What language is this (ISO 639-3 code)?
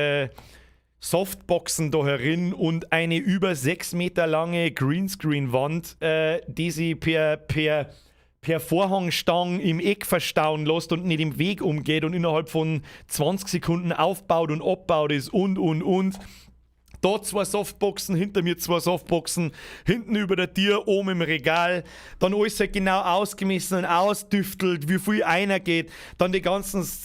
bar